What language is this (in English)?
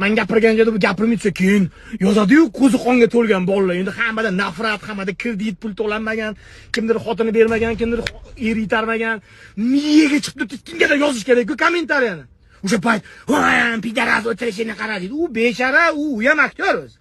Uzbek